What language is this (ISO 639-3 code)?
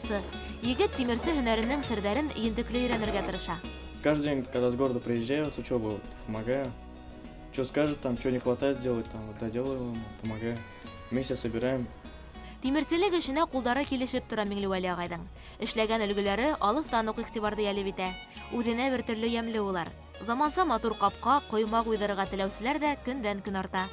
bak